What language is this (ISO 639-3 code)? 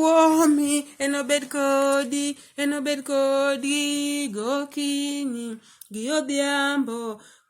luo